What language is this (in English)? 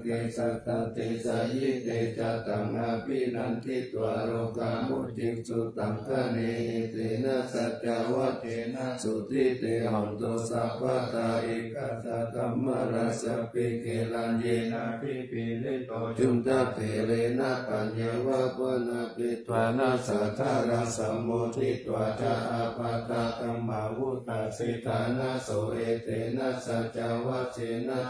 Pali